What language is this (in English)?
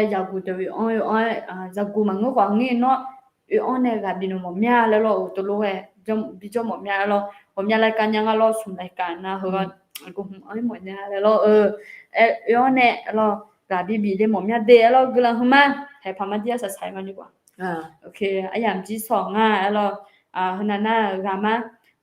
Akha